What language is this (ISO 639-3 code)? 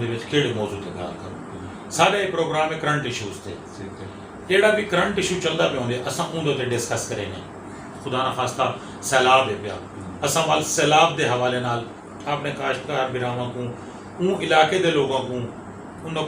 skr